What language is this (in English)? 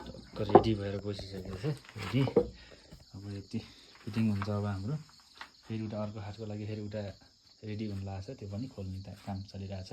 Nepali